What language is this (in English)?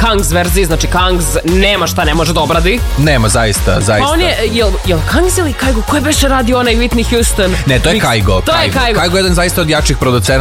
Serbian